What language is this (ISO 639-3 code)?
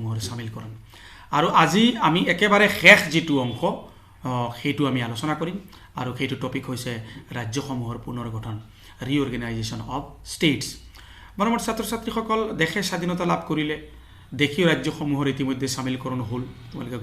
asm